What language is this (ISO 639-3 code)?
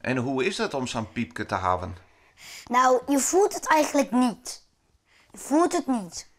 fry